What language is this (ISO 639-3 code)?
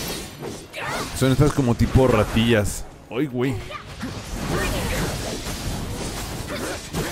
spa